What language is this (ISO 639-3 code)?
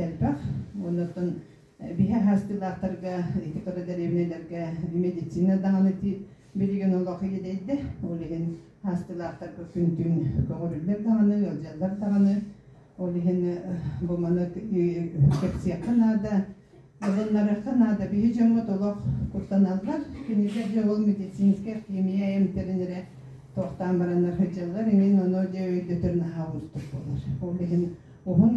sah